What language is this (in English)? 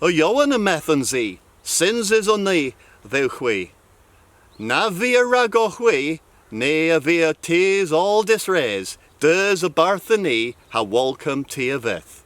Cornish